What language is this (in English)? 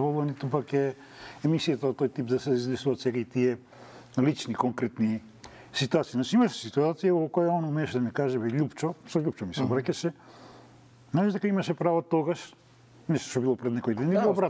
Macedonian